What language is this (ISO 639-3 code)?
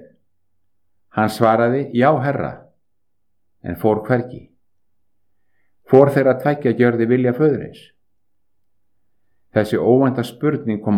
isl